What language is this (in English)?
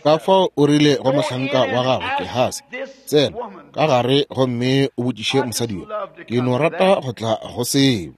Northern Sotho